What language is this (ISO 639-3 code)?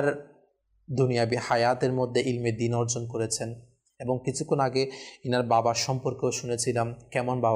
ben